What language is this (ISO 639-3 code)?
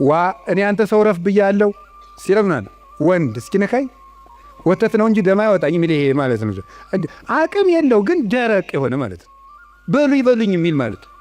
amh